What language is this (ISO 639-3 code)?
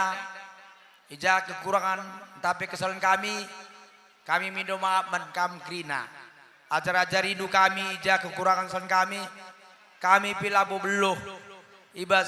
btx